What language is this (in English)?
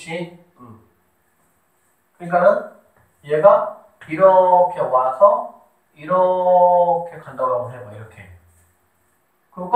Korean